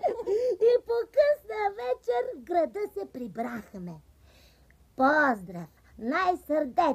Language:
Bulgarian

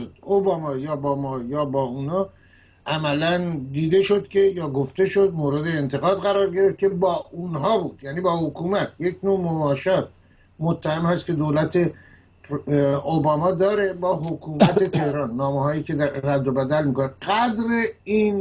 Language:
Persian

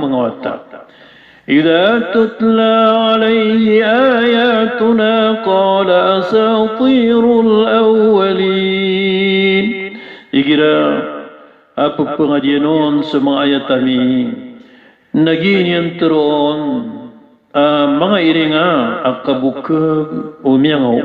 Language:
Maranao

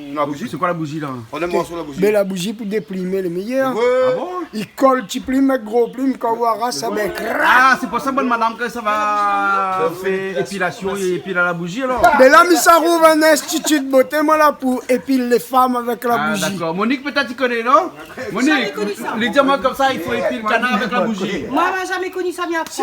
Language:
Réunion Creole French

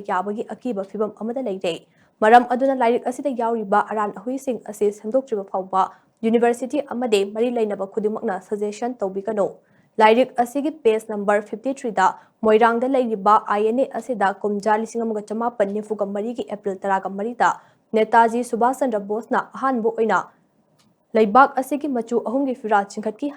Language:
Manipuri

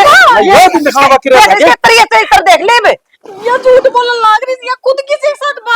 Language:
Haryanvi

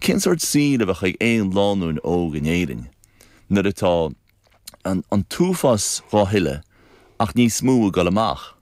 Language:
Irish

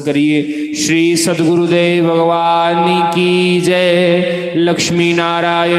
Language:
Dogri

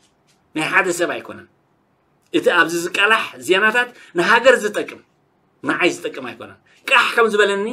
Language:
Tigrinya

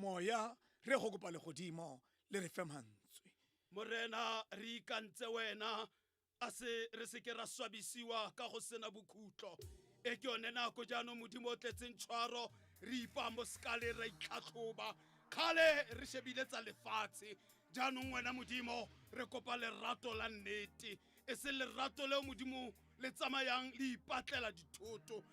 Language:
Tswana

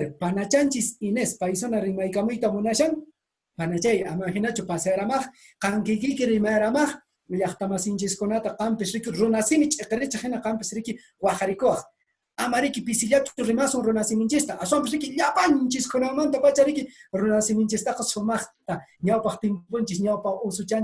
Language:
Quechua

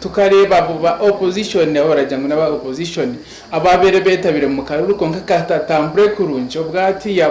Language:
Nyankole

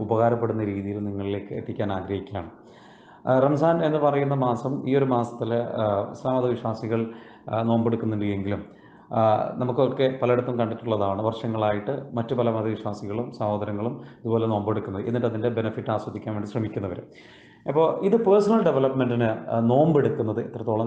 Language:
Malayalam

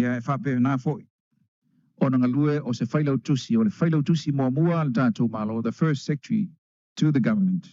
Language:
Samoan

